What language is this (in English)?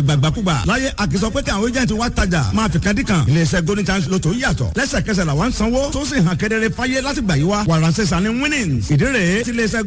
Yoruba